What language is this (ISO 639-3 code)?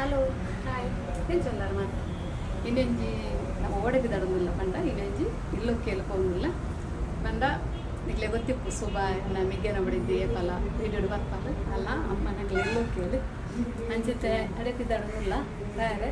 tcy